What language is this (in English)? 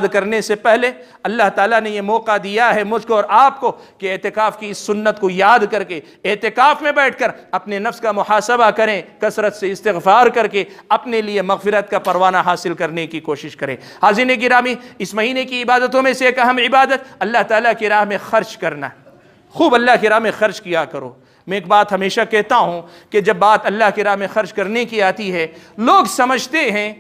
Urdu